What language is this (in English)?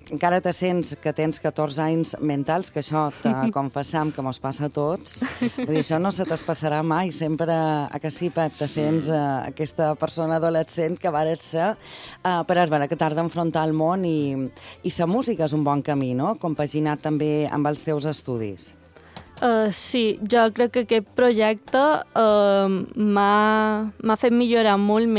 Catalan